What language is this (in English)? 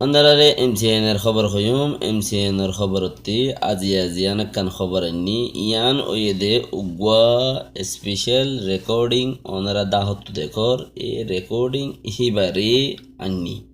Rohingya